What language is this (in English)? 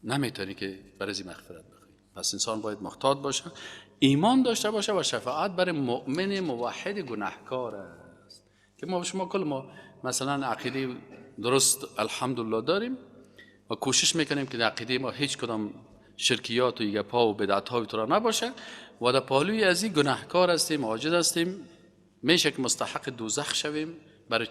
Persian